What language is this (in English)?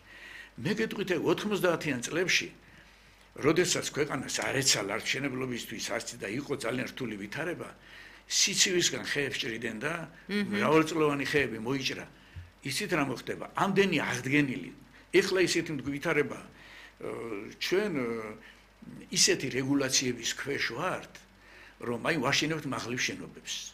Georgian